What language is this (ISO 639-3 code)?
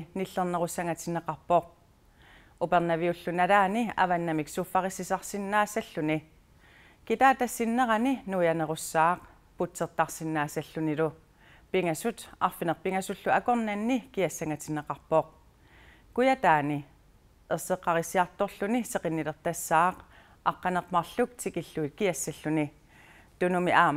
kal